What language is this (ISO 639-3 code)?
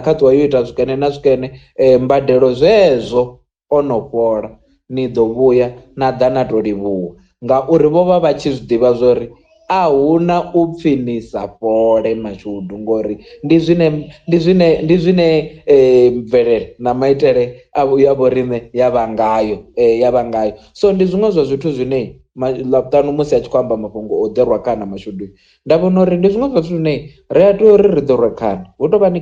ven